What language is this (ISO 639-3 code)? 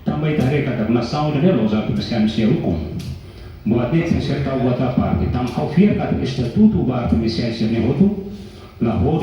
tet